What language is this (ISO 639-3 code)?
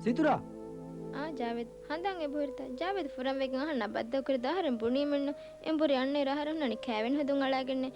div